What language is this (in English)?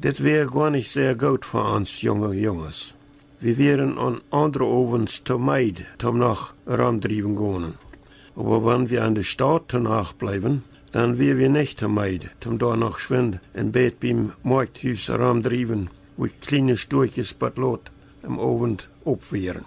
Plautdietsch